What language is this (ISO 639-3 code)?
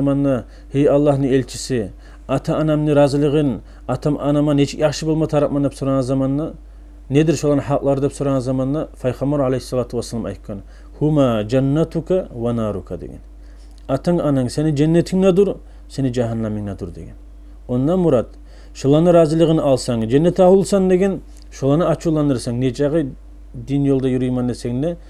kum